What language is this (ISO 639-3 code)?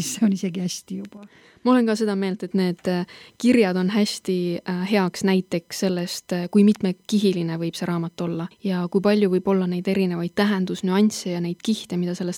est